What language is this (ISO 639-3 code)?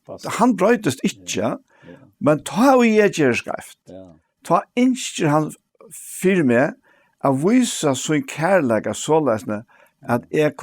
fao